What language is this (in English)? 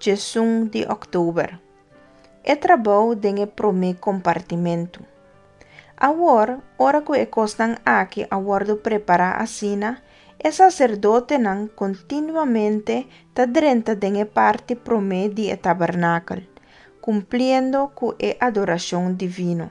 Papiamento